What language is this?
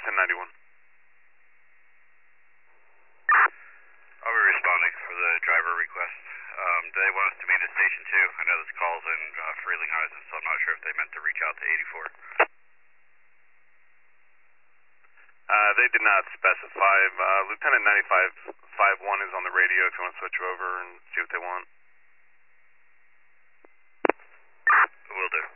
English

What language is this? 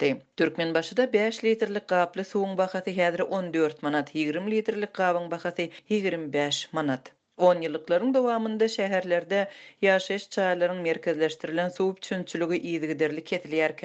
Turkmen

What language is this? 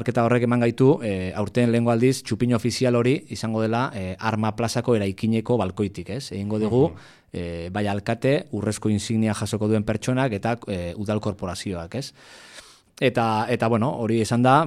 Basque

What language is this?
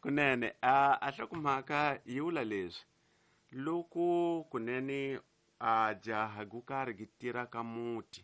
Tsonga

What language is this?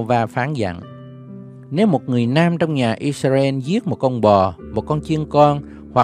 Vietnamese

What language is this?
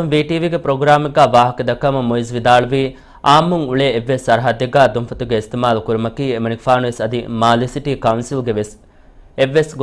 Divehi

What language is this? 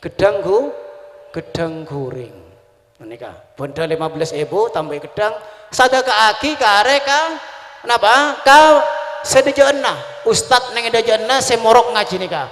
Madurese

